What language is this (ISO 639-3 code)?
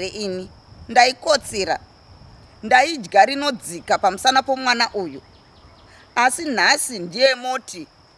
sna